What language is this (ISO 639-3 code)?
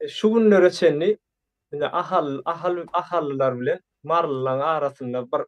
tuk